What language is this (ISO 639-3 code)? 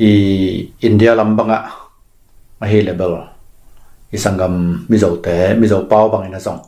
ctd